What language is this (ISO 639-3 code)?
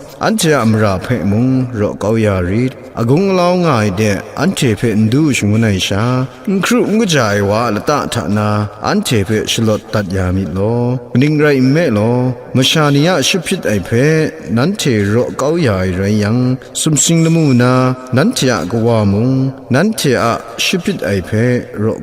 kac